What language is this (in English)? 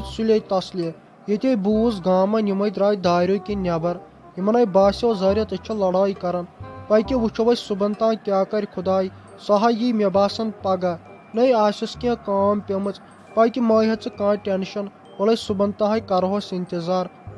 Kashmiri